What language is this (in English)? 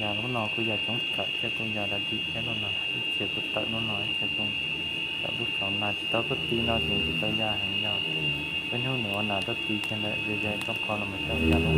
Hmong